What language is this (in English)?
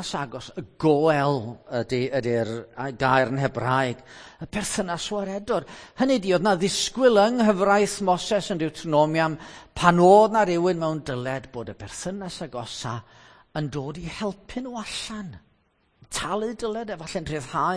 Welsh